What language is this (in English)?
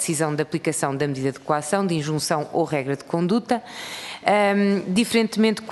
Portuguese